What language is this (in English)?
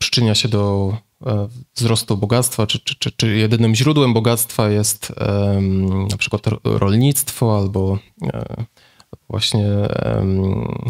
Polish